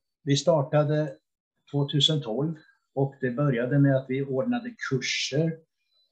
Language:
Swedish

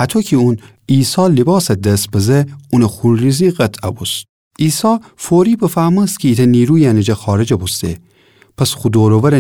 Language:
Gilaki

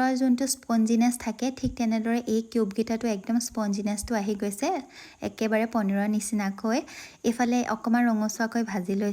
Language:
Assamese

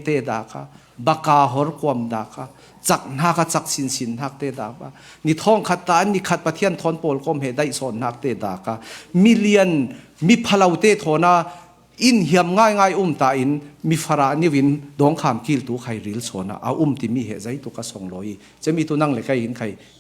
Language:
Falam Chin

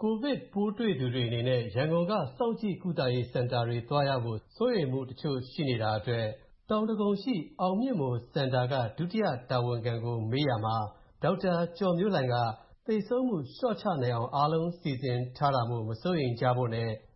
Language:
Burmese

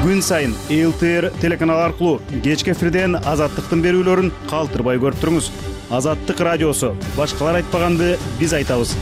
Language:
Kyrgyz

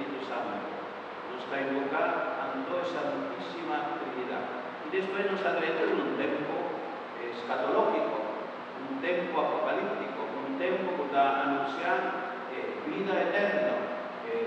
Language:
Papiamento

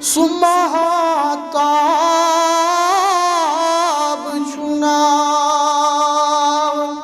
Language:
Kashmiri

